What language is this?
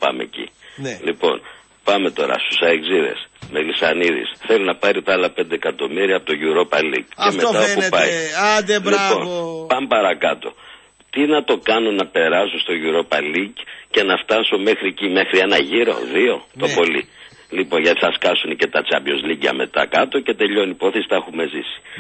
Greek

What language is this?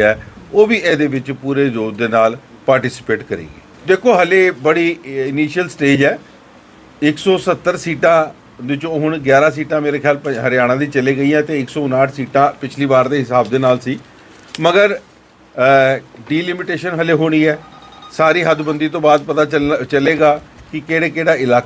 Punjabi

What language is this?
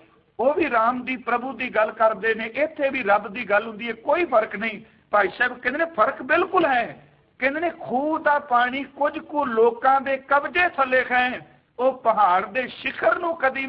Punjabi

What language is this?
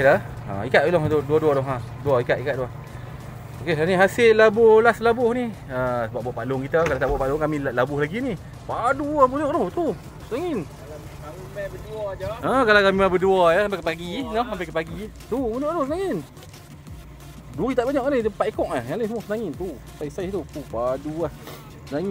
Malay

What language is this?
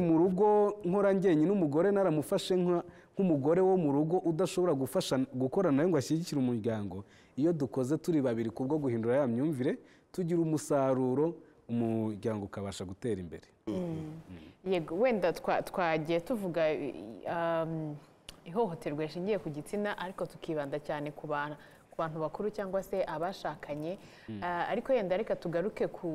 Kinyarwanda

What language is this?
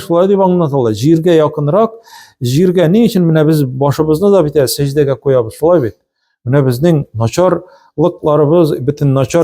Tatar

